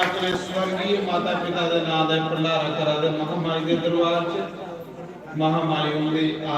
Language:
Dogri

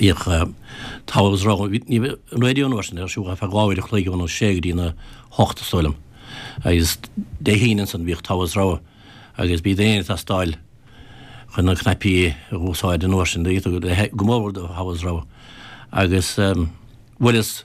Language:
Irish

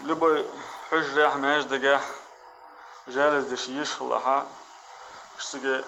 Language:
Chechen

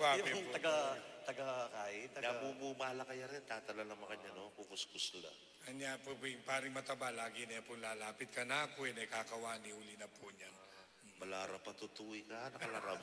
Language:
Pampanga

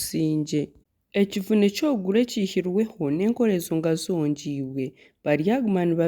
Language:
Nyankole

